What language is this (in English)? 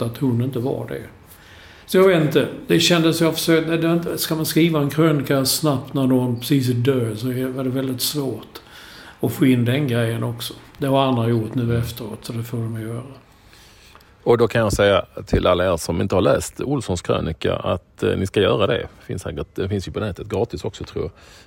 Swedish